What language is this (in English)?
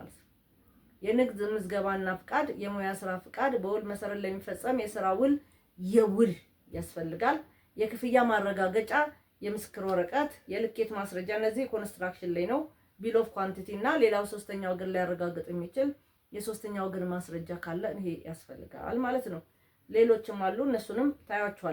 Amharic